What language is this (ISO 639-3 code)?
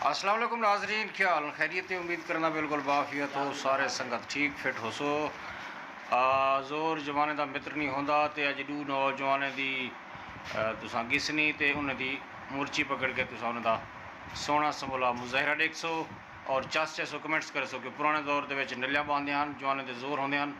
skr